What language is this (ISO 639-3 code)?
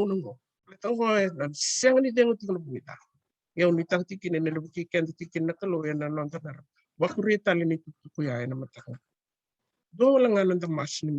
fij